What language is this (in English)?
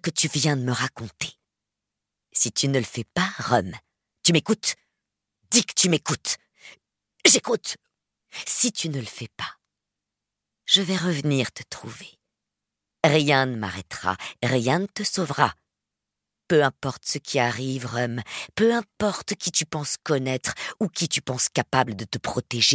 French